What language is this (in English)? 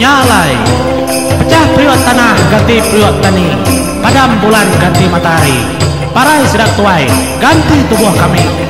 Iban